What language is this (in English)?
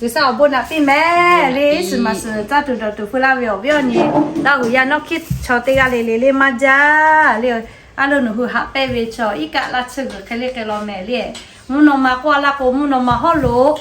Lahu